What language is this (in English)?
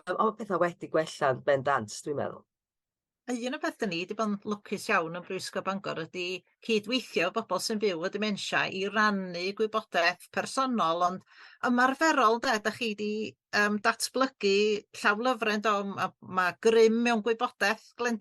Welsh